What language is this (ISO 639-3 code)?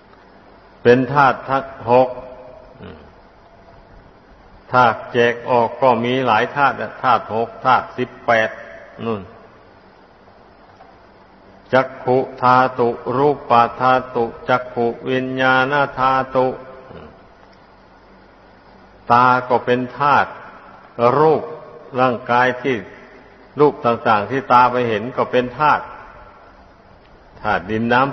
tha